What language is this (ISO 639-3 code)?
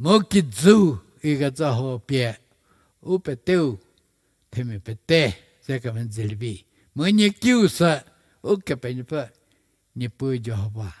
njm